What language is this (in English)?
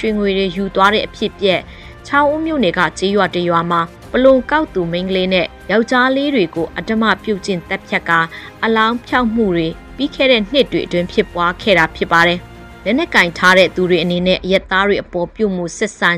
Burmese